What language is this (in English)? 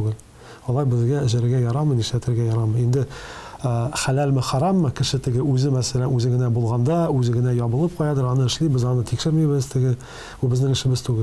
Tatar